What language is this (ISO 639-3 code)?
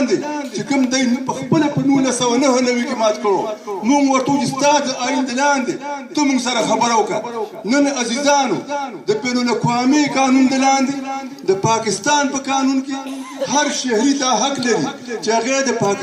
pus